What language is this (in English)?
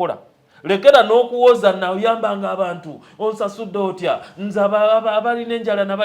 Ganda